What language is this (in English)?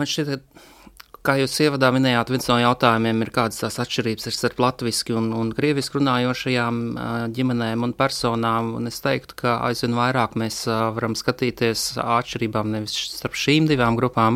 Latvian